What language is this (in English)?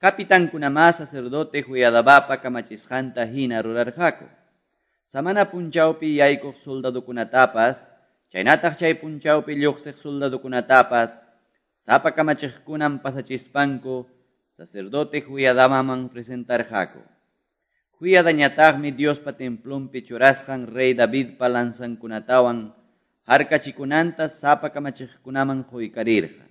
Quechua